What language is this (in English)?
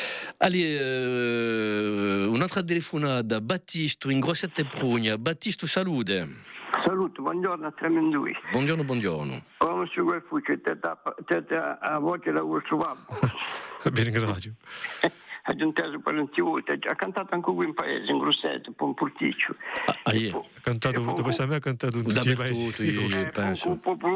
Corsican